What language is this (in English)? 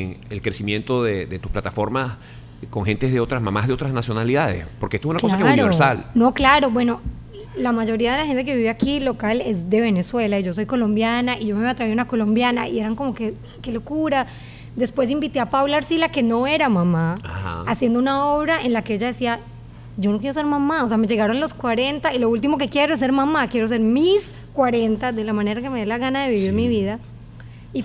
Spanish